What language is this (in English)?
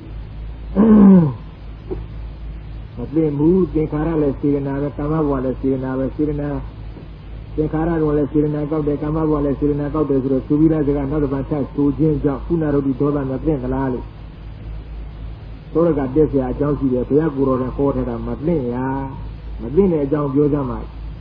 Burmese